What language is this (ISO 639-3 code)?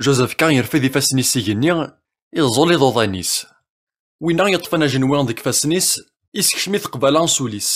kab